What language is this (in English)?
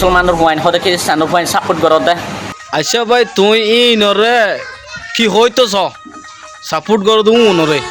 Rohingya